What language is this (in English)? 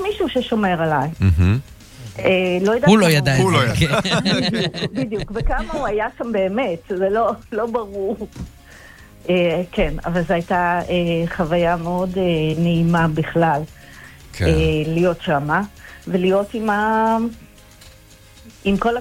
Hebrew